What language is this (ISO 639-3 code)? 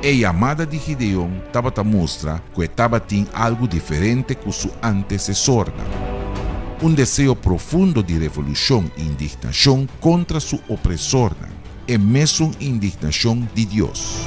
pap